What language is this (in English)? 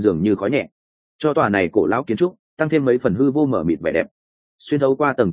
Vietnamese